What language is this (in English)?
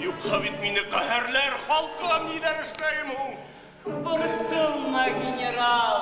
Bashkir